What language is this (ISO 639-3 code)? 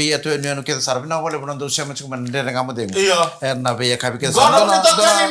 fij